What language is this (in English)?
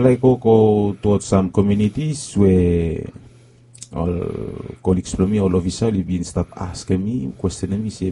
Bislama